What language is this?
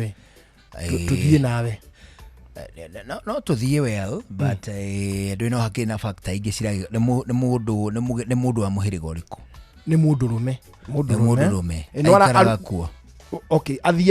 Kikuyu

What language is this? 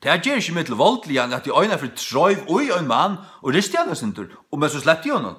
Faroese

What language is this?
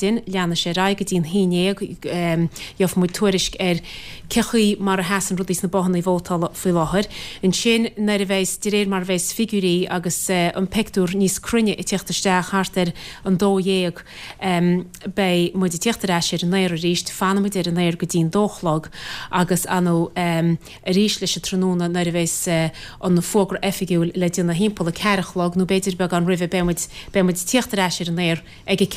Irish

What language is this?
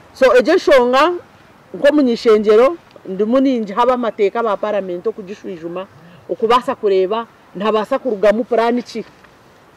Nyankole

